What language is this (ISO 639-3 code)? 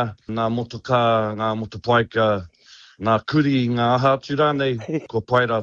mri